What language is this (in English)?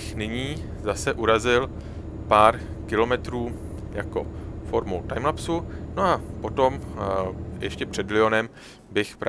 Czech